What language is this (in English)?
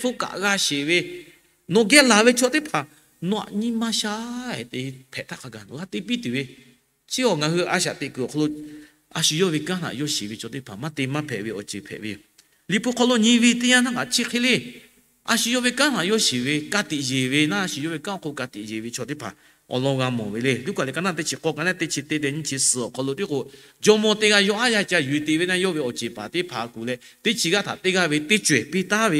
Lahu